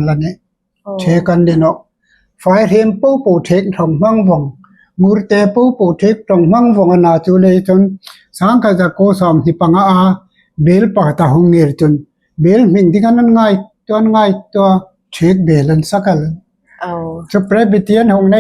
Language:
Hmar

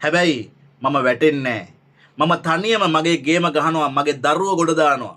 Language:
Sinhala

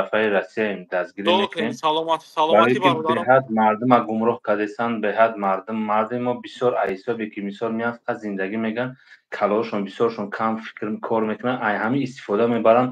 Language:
Tajik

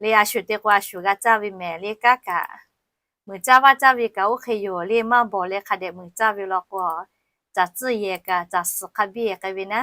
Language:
Lahu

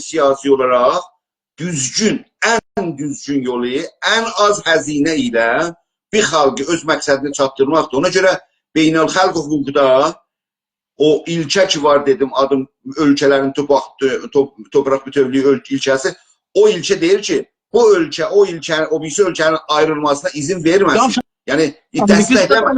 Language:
South Azerbaijani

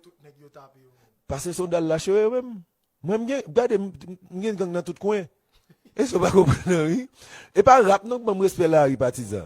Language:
Haitian Creole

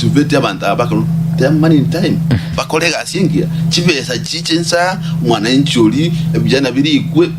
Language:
Gusii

